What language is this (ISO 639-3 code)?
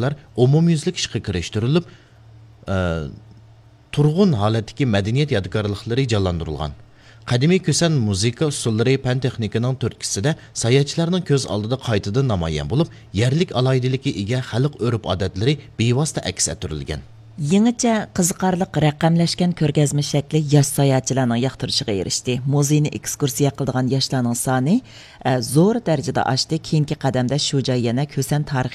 uig